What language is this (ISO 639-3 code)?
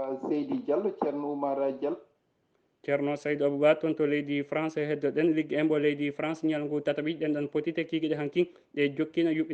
ful